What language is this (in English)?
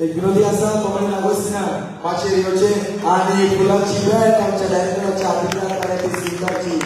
Konkani